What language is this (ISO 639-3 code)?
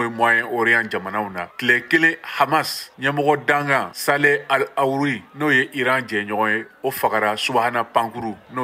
bam